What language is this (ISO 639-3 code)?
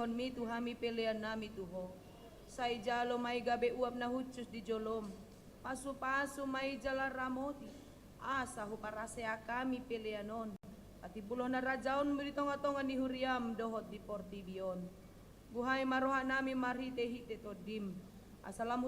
bbc